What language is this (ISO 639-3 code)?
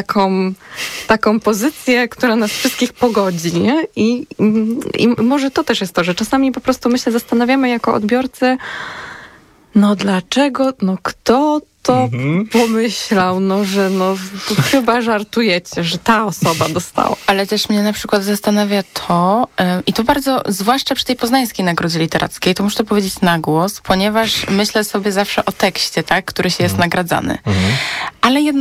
pol